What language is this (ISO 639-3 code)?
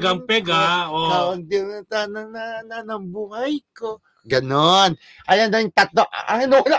fil